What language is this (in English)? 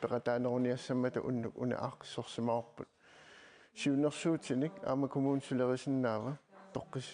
Kalaallisut